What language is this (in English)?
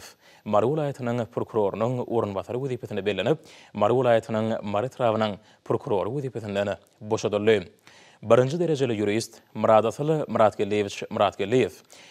Turkmen